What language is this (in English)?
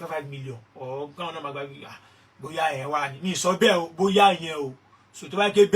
Yoruba